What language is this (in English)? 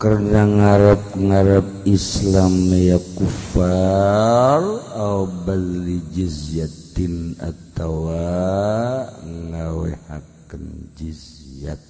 Sundanese